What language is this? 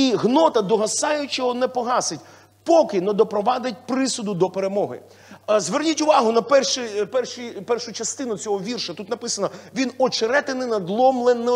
Ukrainian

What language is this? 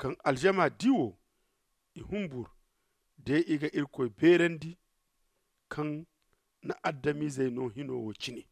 Zarma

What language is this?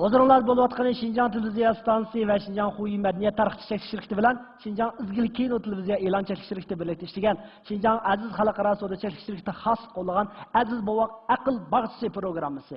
Uyghur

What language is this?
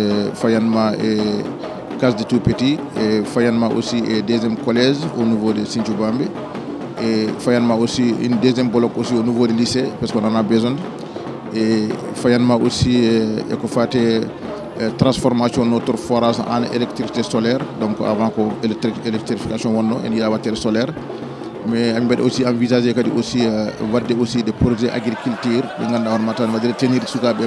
Fula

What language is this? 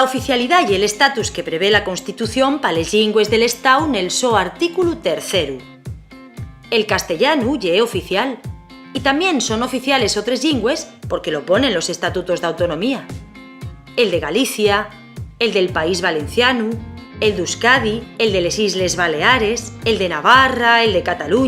Asturian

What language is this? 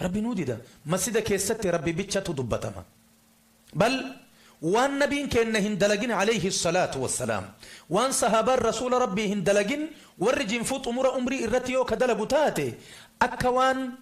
Oromo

